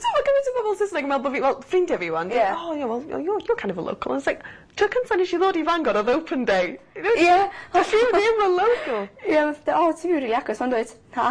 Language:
Welsh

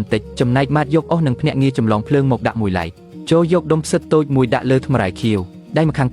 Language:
Khmer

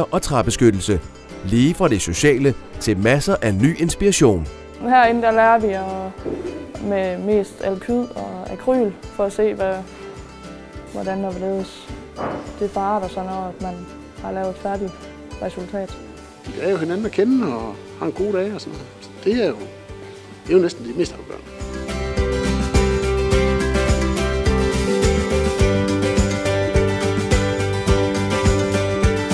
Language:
Danish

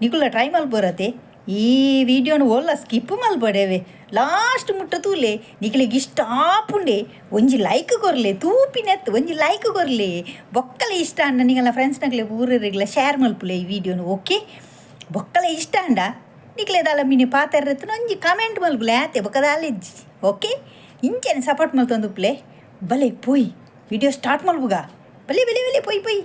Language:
Tulu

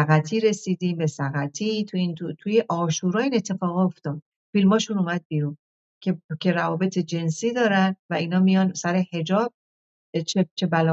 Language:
Persian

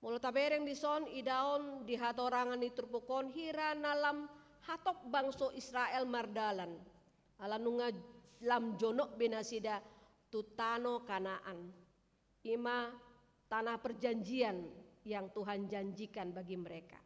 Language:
Batak Toba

